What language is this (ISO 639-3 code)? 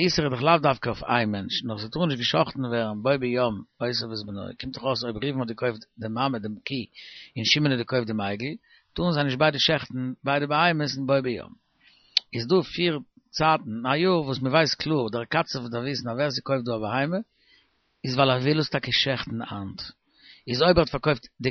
yid